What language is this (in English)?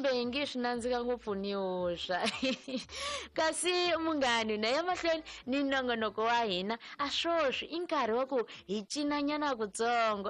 Tsonga